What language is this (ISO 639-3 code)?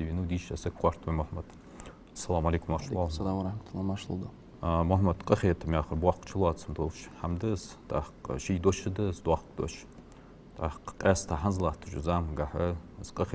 inh